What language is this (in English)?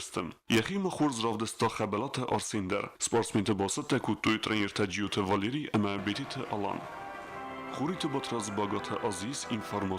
Ossetic